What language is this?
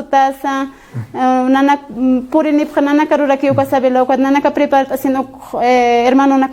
Aymara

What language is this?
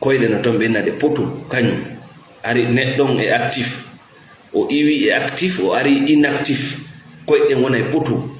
Fula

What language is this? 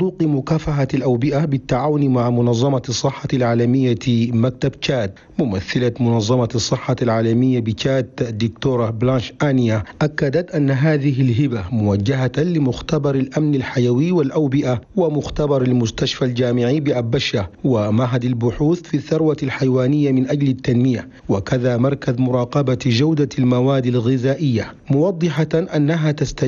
Arabic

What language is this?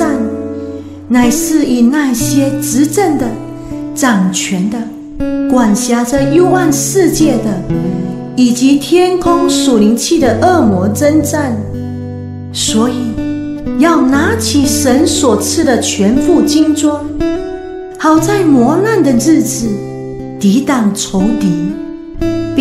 Chinese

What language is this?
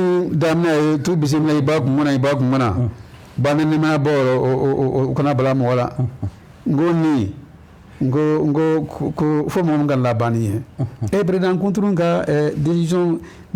Bambara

